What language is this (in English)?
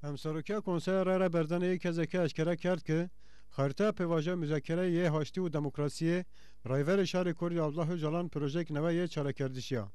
Zaza